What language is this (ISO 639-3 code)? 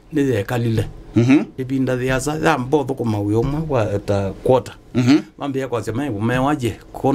kam